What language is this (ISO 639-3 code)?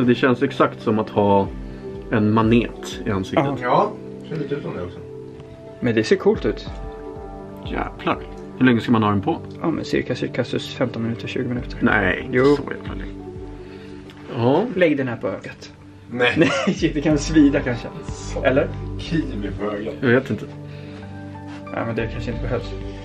swe